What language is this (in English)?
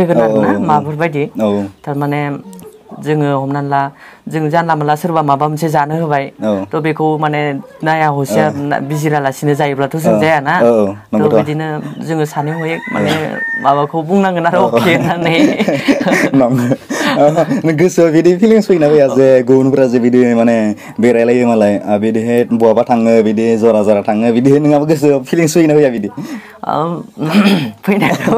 Bodo